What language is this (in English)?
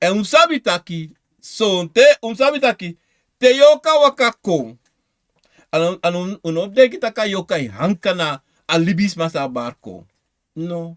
Sranan Tongo